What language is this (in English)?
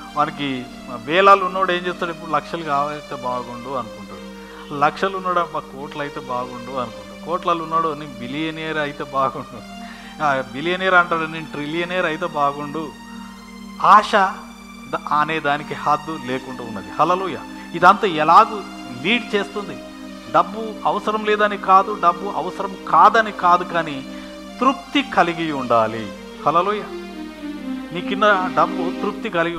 Telugu